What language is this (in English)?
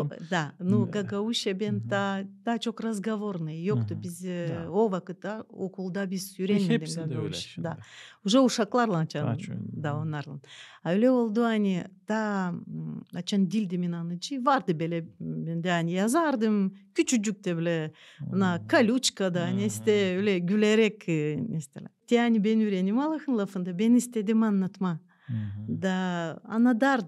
Gagauz